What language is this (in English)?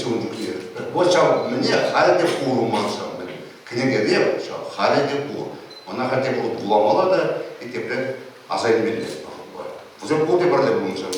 Chuvash